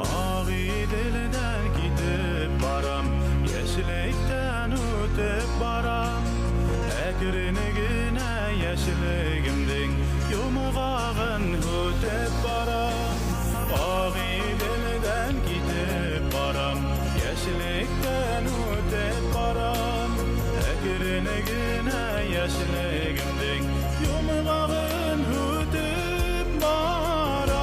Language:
Bashkir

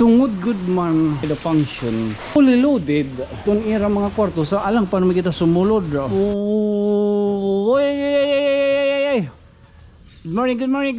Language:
Waray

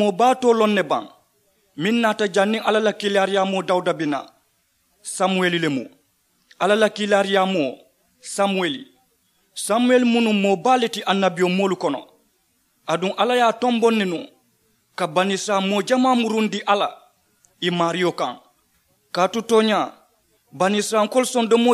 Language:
Mandingo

